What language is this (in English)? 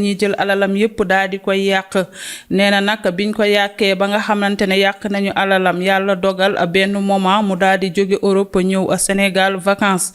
Wolof